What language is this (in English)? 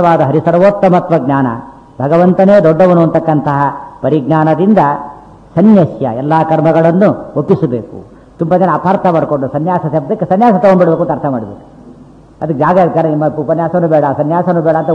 Kannada